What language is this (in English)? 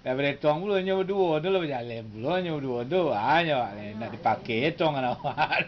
Minangkabau